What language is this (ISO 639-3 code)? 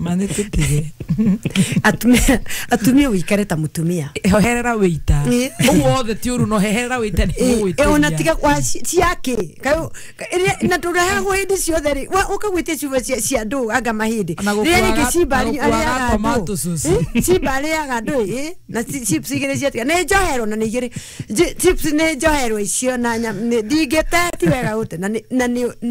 kik